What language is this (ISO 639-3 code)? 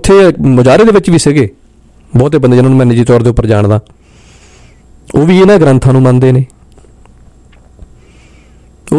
pan